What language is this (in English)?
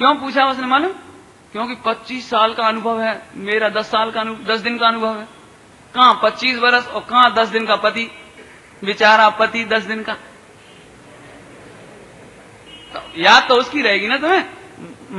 Hindi